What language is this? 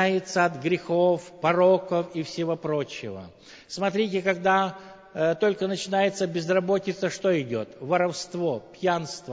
Russian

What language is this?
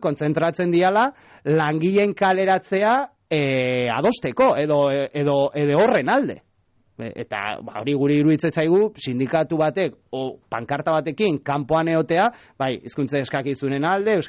Basque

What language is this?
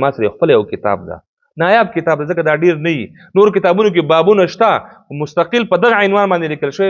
Pashto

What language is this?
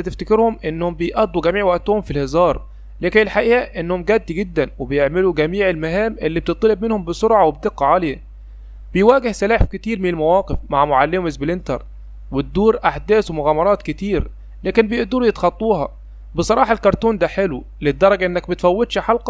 Egyptian Arabic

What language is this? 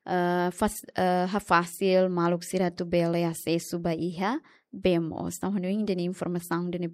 Tetum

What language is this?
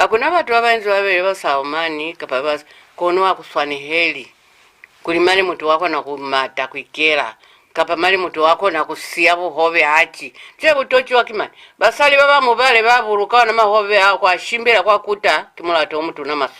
Lozi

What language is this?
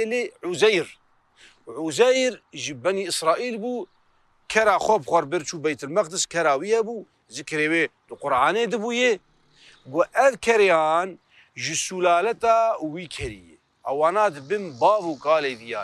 Kurdish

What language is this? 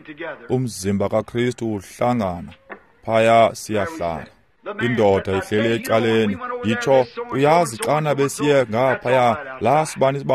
Xhosa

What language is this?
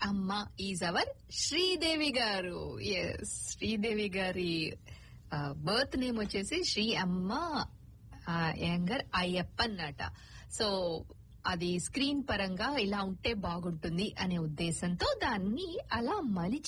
Telugu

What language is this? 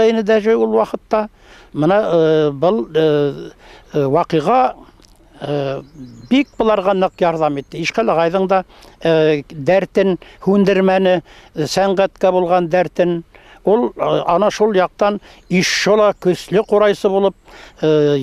Bashkir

